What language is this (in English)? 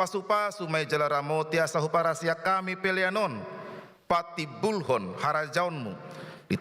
Batak Toba